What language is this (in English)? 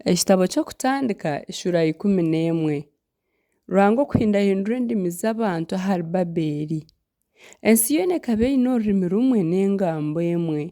Nyankole